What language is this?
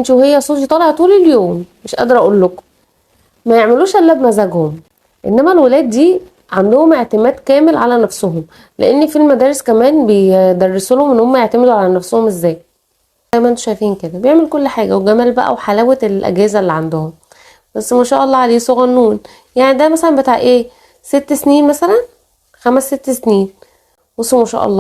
Egyptian Arabic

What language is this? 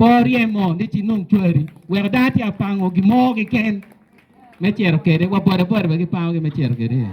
Acoli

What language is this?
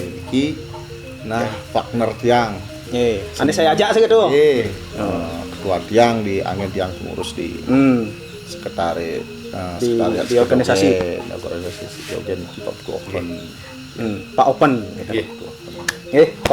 Balinese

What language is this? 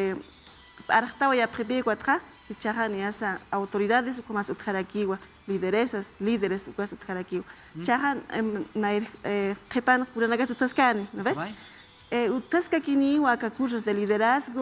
Aymara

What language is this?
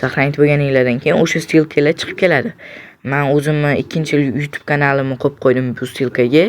Uzbek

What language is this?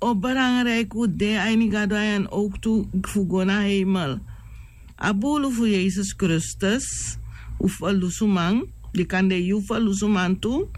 Sranan Tongo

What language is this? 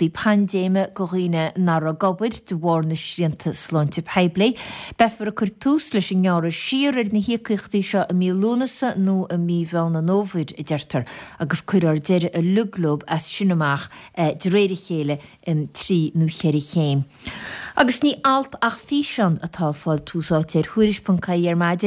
Irish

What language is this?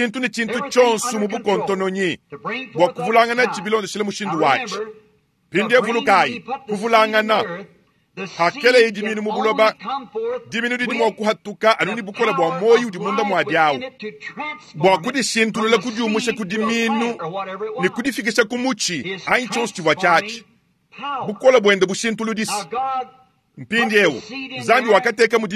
Luba-Lulua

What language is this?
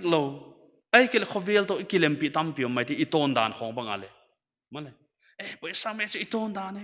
Paite Chin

